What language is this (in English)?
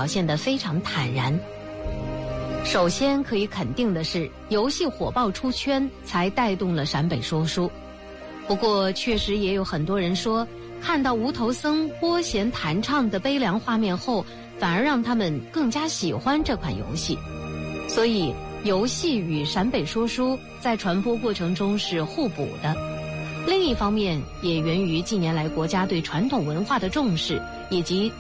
Chinese